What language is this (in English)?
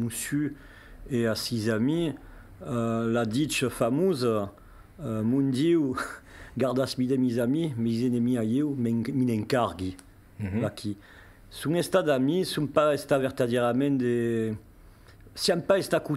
Occitan